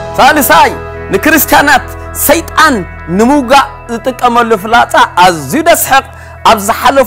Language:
Tigrinya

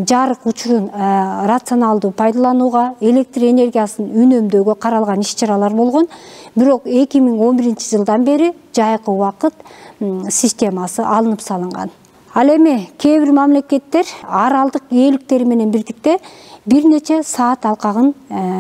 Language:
Kyrgyz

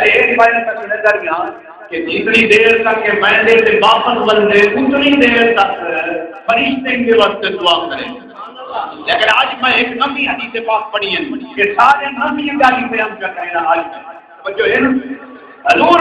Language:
Saraiki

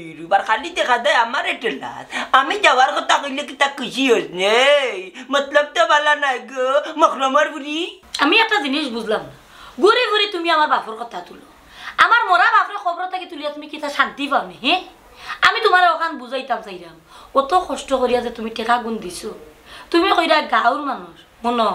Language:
Sylheti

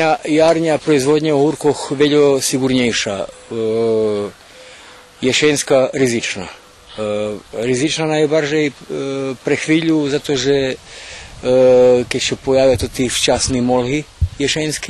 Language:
Rusyn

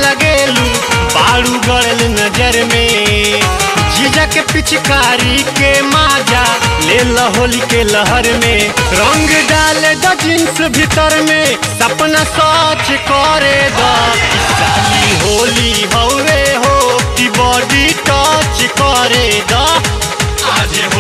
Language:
Bhojpuri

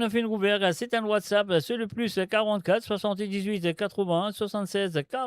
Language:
Morisyen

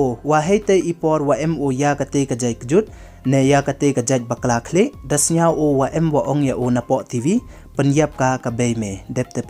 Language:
Pnar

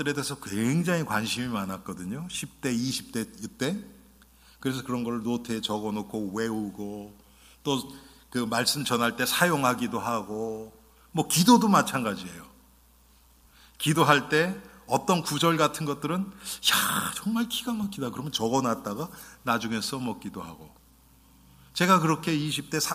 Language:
Korean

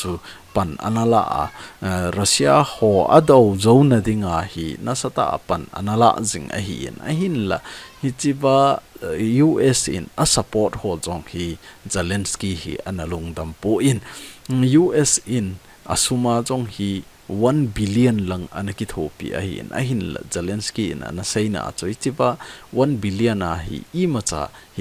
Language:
Thado Chin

